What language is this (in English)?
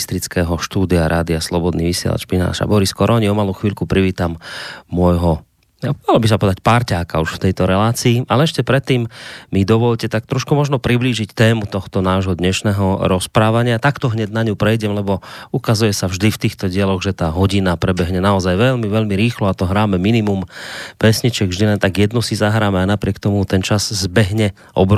Slovak